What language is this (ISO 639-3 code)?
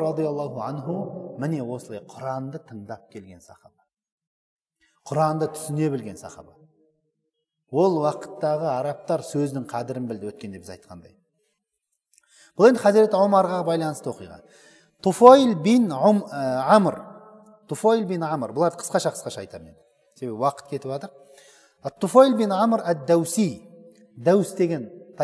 kaz